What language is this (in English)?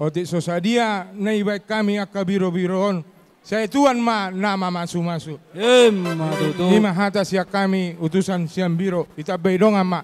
Batak Toba